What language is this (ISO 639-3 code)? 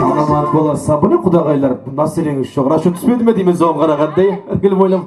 kaa